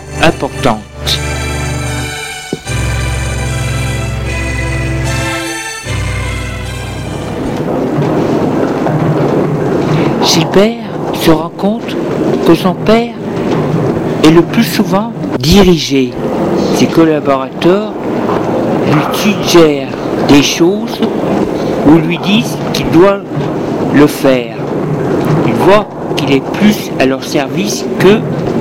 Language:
French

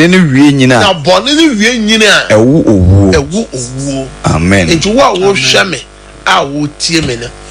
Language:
Akan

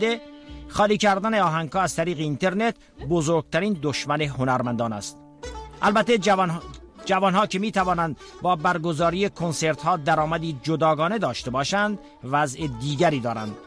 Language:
Persian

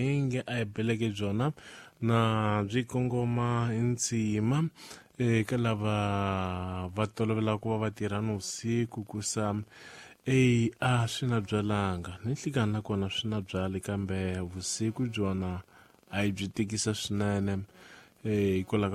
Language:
Tsonga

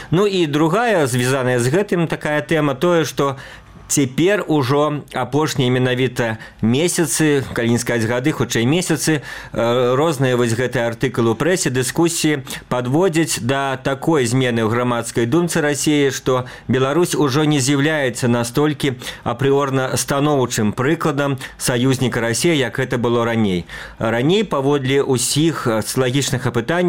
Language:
Belarusian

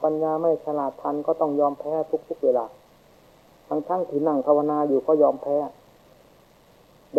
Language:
Thai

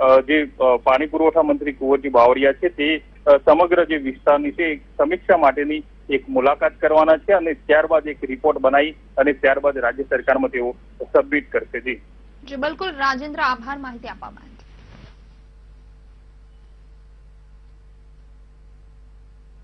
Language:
Gujarati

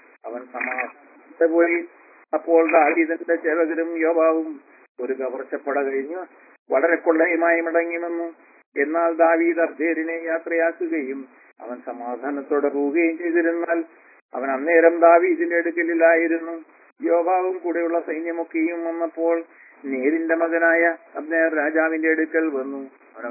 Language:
Malayalam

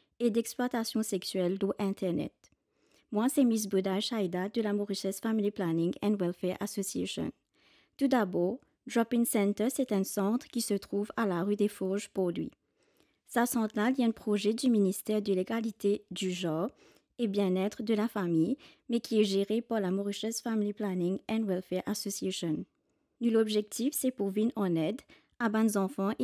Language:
Morisyen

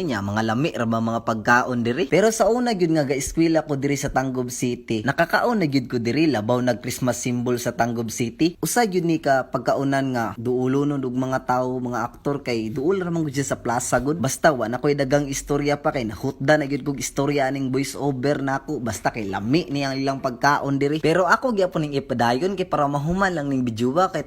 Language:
Cebuano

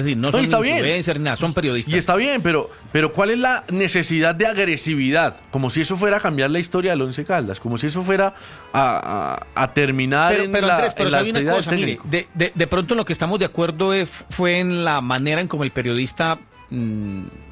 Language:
Spanish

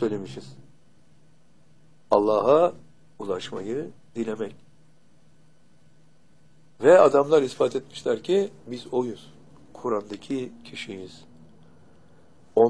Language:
Turkish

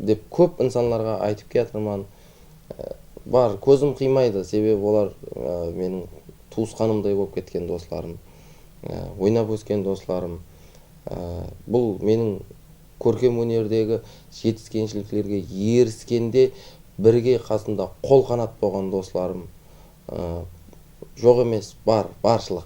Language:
Kara-Kalpak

